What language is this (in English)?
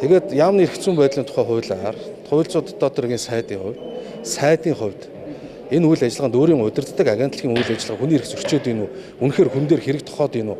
Mongolian